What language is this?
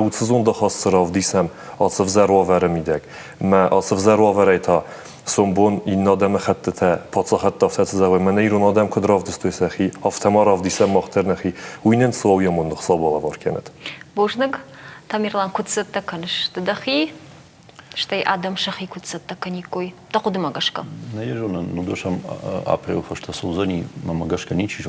Ossetic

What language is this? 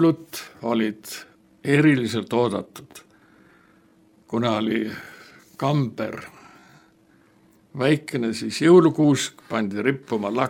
Estonian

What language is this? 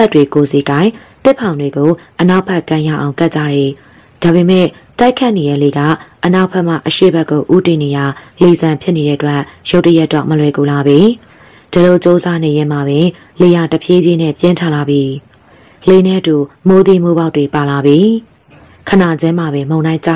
Burmese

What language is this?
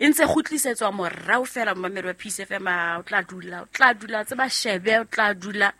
Southern Sotho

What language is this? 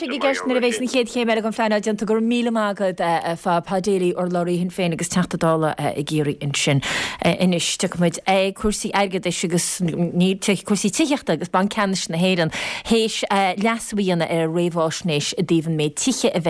Irish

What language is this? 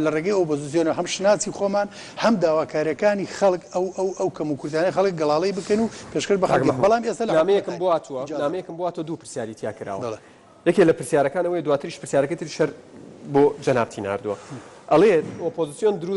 Central Kurdish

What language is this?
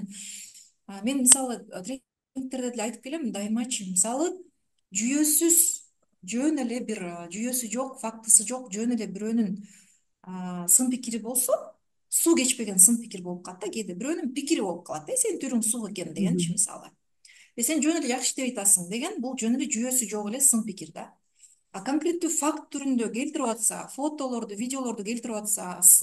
Kyrgyz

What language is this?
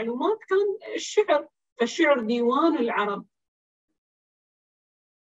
Arabic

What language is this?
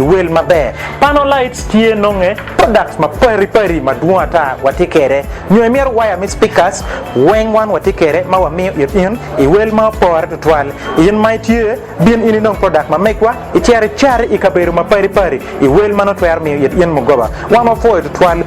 Acoli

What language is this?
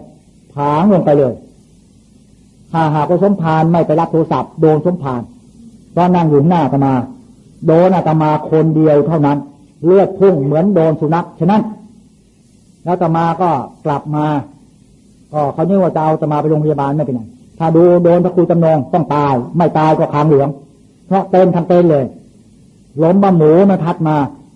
Thai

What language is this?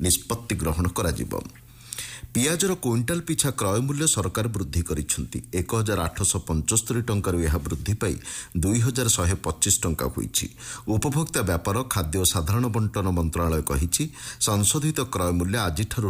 Odia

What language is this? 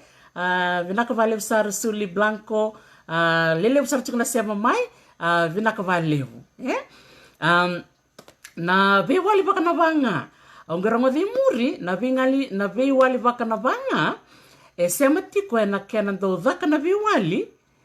Fijian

